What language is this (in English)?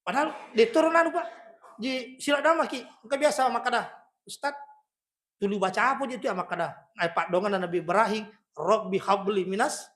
Buginese